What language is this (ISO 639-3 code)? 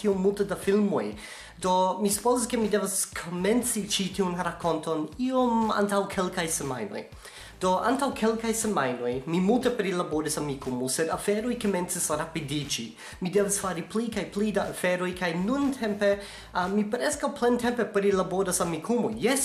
epo